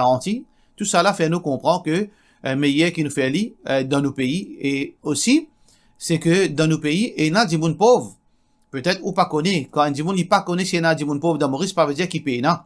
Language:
Morisyen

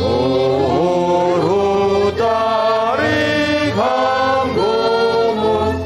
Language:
Batak Simalungun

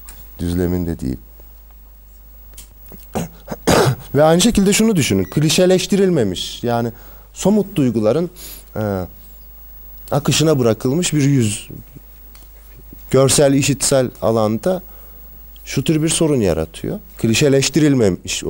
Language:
Turkish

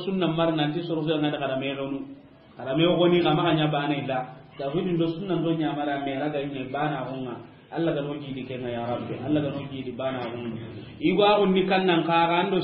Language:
Soninke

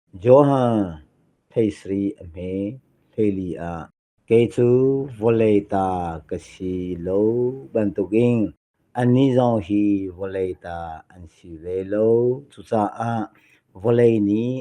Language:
Hakha Chin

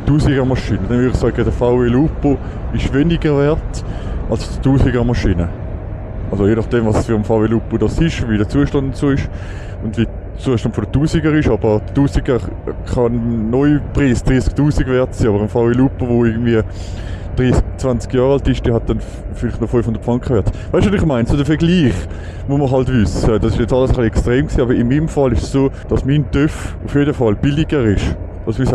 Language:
Swiss German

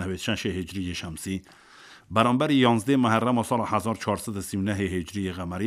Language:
Kurdish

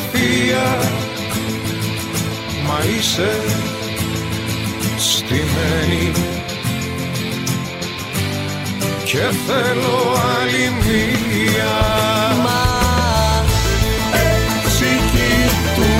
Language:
Greek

